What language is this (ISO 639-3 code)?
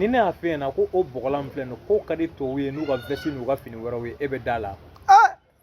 bam